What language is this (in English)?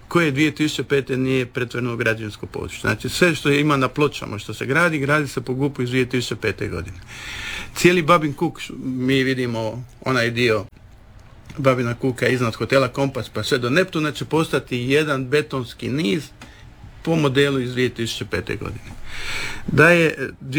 Croatian